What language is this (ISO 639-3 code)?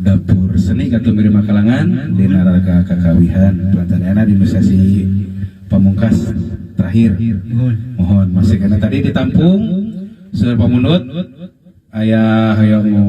sun